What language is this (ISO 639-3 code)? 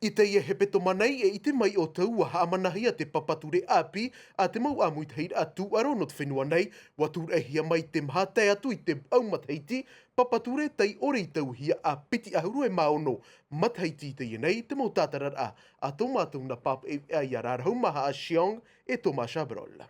tah